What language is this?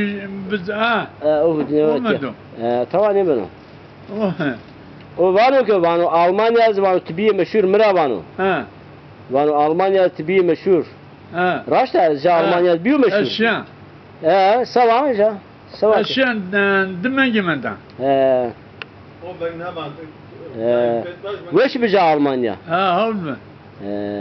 Zaza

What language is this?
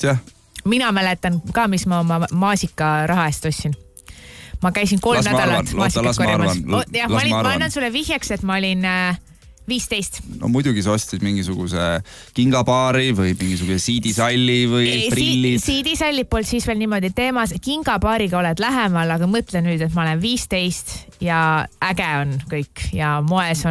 Estonian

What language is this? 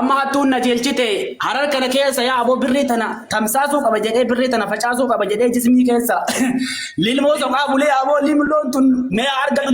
Oromo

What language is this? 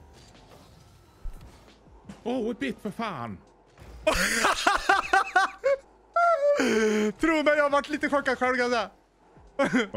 Swedish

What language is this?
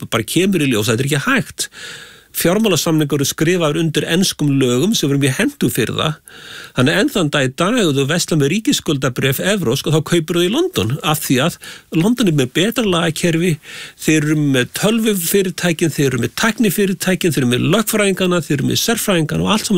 Icelandic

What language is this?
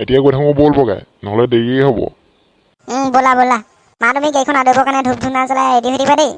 Assamese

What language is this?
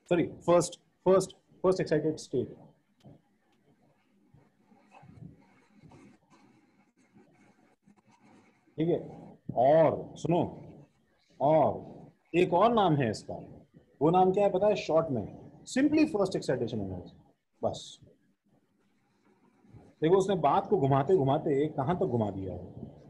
Hindi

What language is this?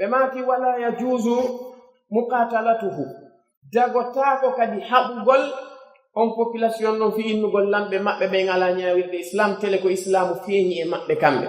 Pular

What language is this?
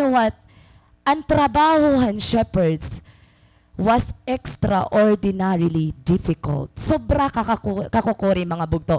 Waray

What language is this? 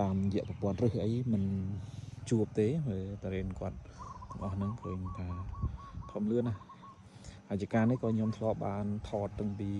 Khmer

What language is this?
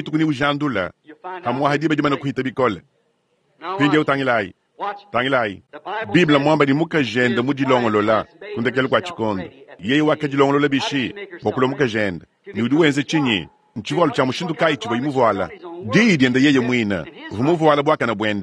Luba-Lulua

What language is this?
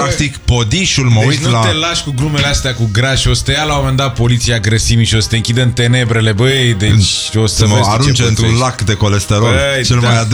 Romanian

